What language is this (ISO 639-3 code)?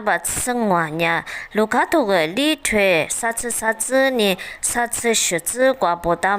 lis